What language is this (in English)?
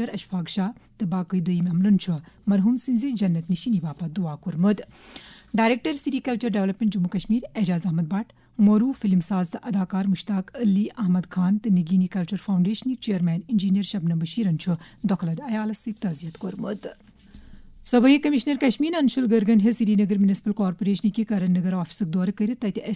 Kashmiri